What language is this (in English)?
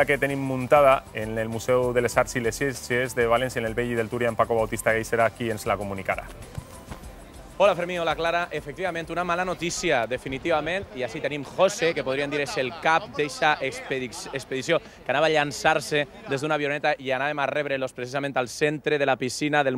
Catalan